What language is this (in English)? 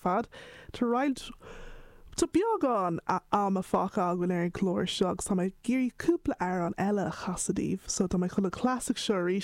Irish